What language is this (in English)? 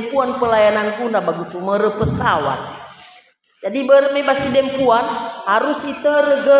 Nias